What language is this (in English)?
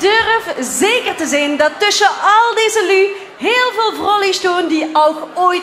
Limburgish